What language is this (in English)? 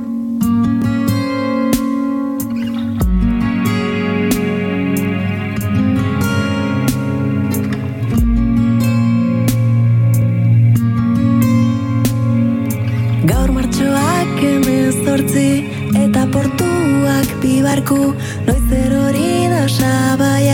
Basque